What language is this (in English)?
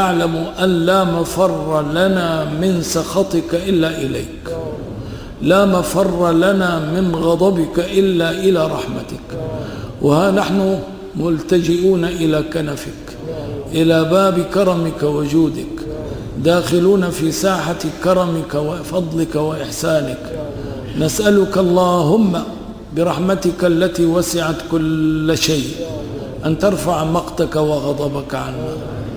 Arabic